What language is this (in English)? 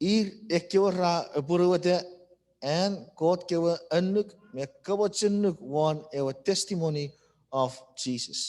Chuukese